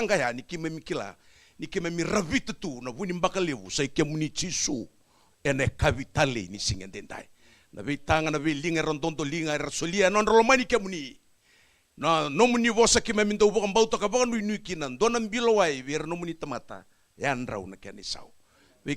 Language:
Fijian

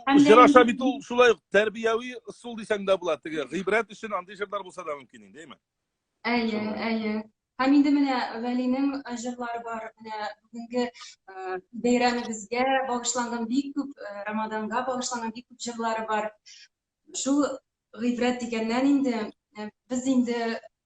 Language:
Tatar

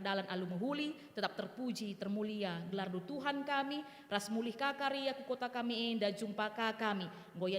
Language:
Batak Karo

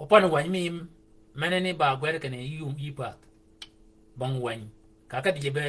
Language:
Shilluk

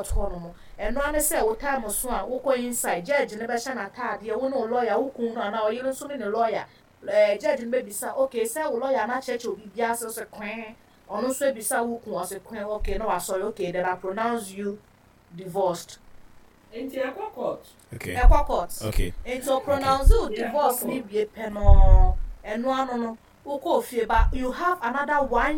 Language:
Akan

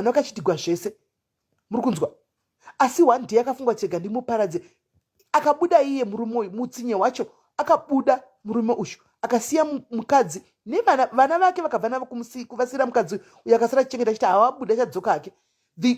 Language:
Shona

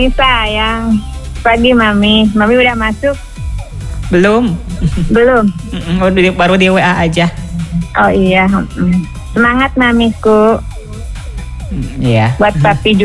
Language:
Indonesian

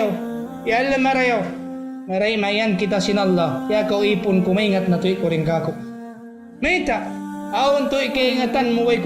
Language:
Tausug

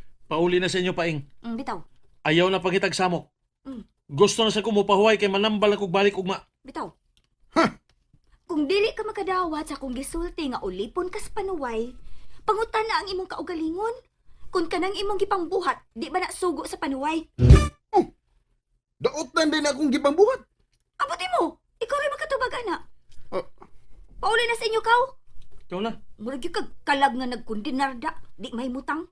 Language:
Cebuano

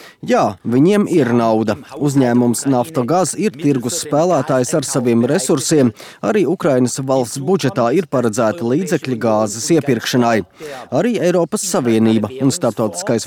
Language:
Latvian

